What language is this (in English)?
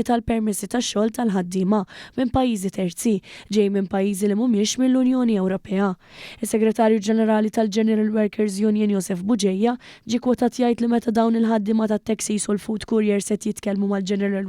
Maltese